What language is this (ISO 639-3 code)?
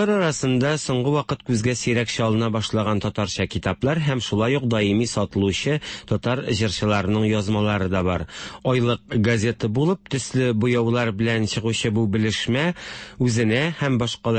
tat